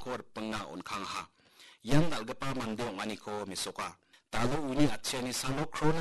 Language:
Garo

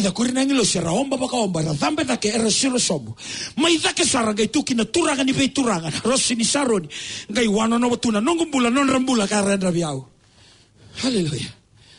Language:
Fijian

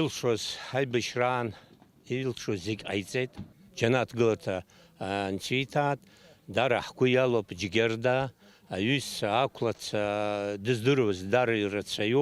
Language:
Abkhazian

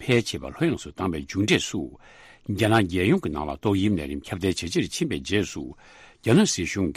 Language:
Tibetan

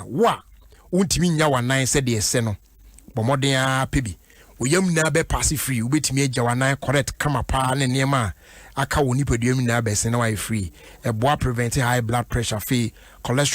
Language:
Akan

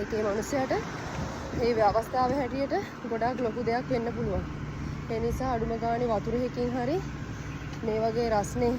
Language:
Sinhala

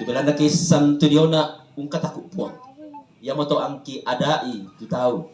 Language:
Toraja-Sa'dan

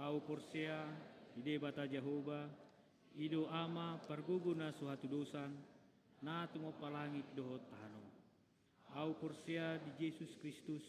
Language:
Batak Toba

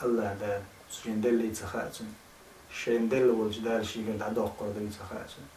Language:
Chechen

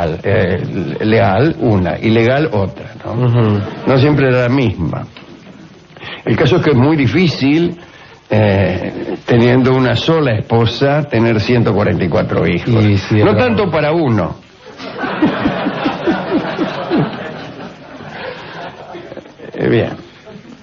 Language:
Spanish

